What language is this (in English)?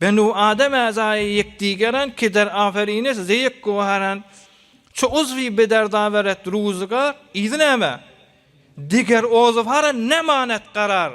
Turkmen